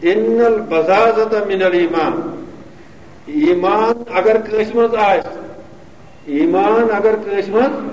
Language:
Kashmiri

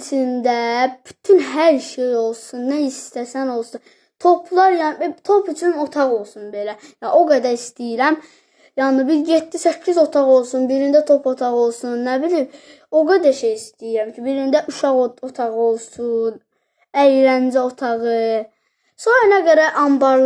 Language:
Azerbaijani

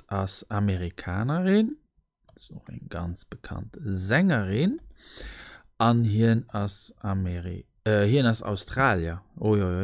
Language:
Luxembourgish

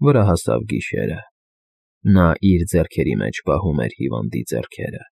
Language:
Armenian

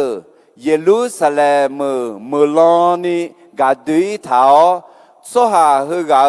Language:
Akha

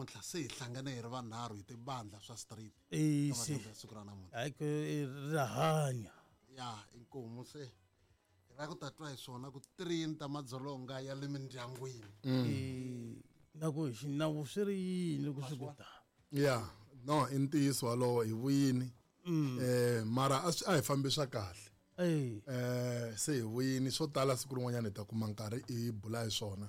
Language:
Tsonga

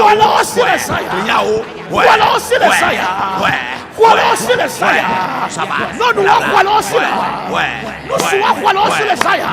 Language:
Ewe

